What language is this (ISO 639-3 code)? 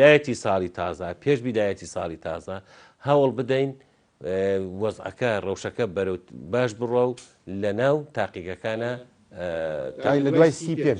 ckb